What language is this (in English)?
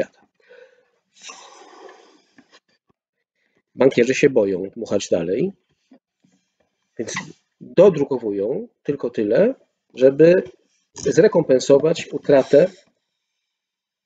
Polish